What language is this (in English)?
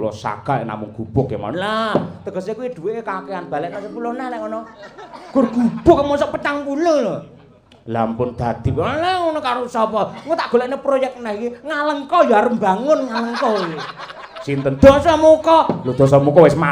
Javanese